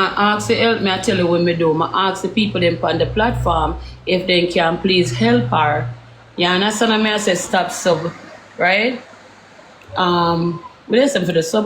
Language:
Jamaican Creole English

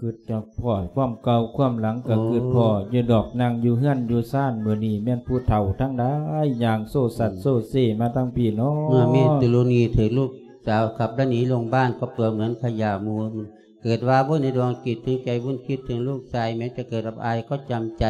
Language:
Lao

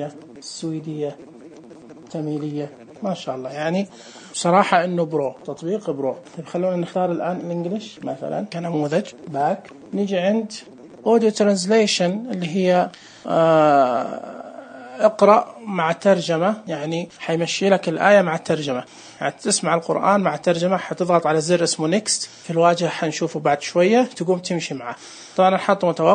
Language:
Najdi Arabic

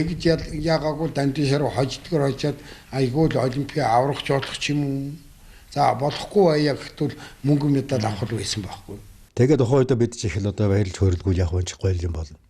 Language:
Mongolian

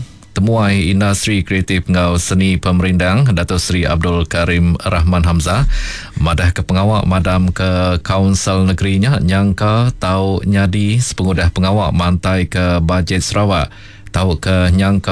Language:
Iban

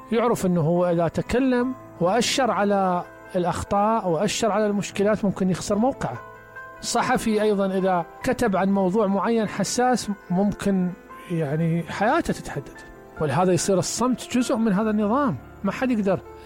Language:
Mesopotamian Arabic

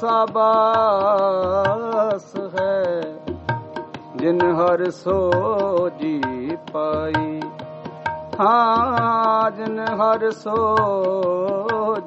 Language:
Punjabi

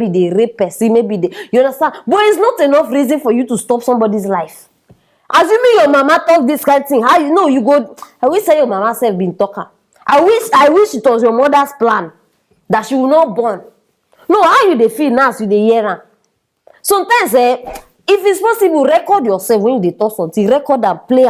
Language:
Nigerian Pidgin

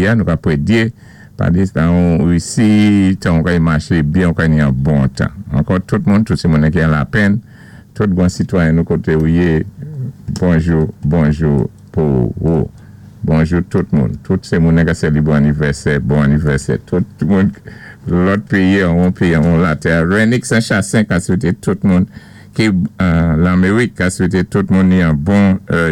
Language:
Saint Lucian Creole French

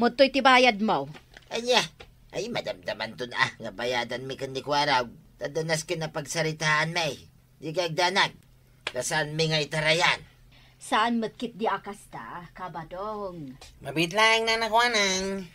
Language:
Iloko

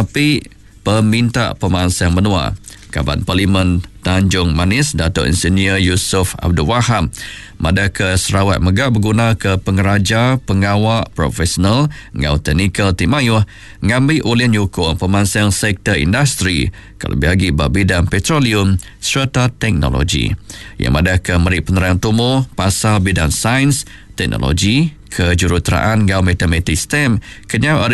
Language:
Iban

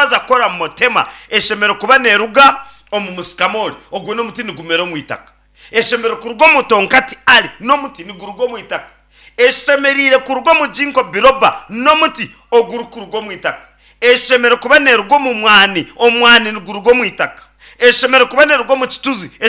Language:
Nyankole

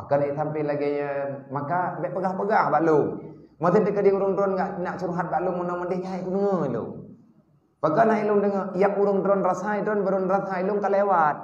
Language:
Achinese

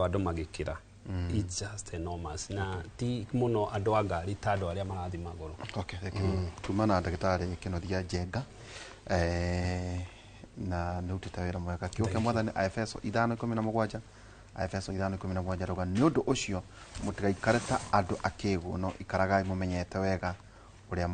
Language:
Kikuyu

